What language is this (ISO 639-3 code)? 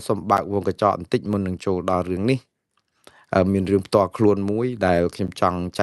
khm